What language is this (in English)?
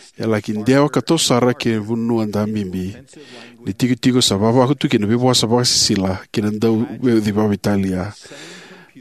Fijian